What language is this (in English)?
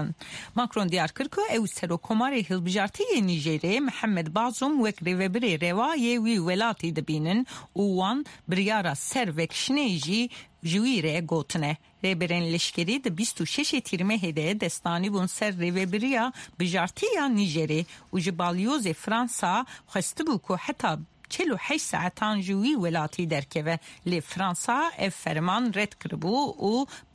Kurdish